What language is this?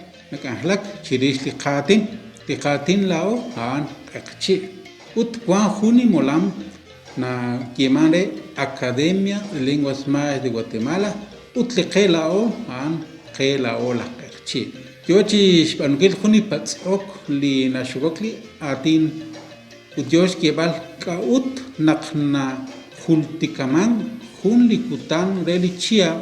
Kekchí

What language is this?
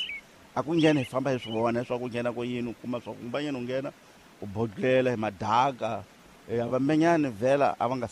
Tsonga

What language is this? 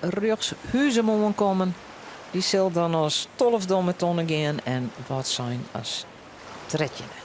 Western Frisian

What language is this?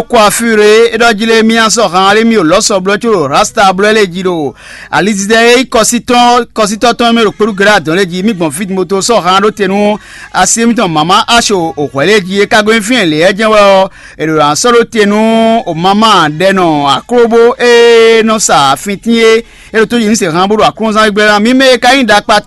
Fon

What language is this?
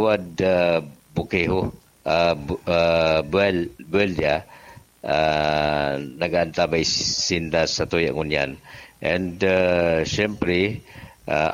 Bikol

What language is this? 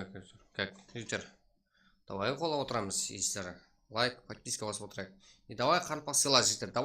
Kara-Kalpak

